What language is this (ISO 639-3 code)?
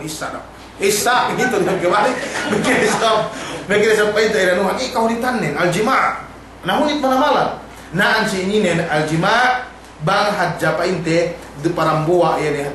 yka